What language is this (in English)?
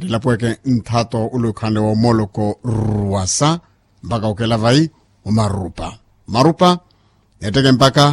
Makhuwa